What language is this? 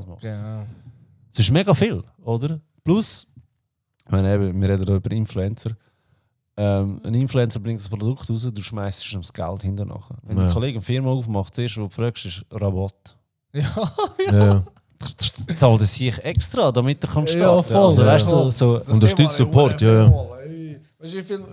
Swiss German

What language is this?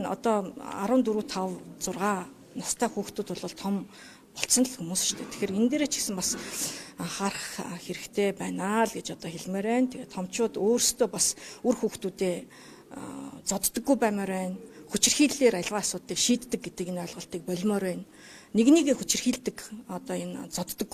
Mongolian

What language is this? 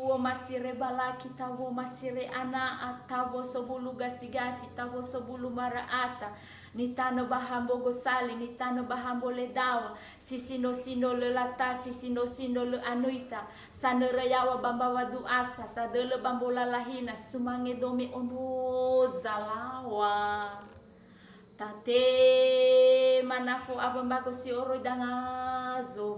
Nias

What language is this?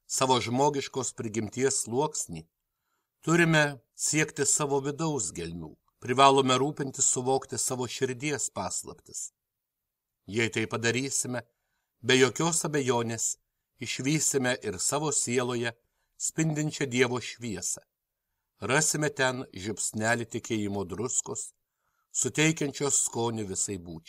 Lithuanian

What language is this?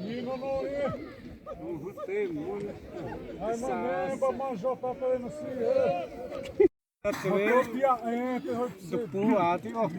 Xavánte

